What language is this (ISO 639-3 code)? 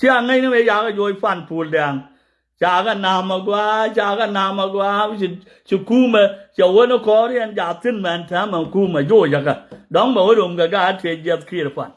nus